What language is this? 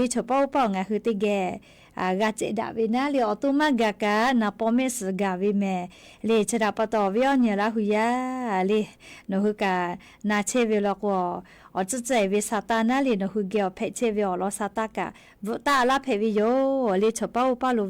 Lahu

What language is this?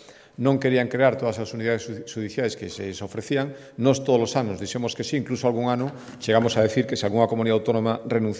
Galician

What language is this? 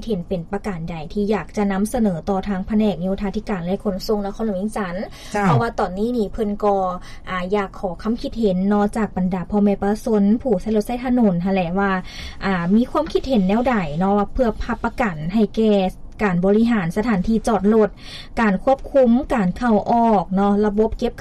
Lao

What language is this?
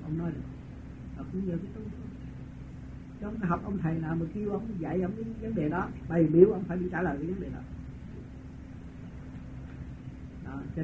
Vietnamese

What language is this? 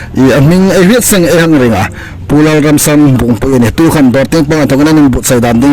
Hmar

